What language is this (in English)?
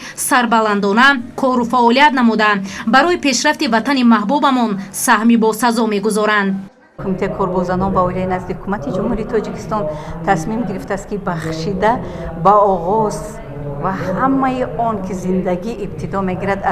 Tajik